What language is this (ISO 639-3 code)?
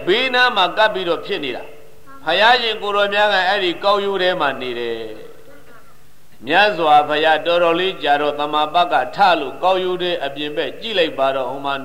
mya